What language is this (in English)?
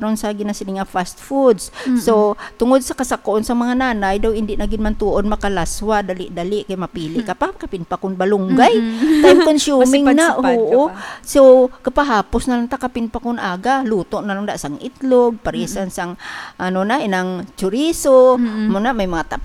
Hiligaynon